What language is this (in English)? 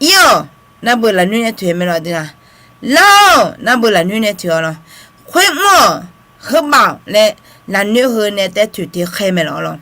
Akha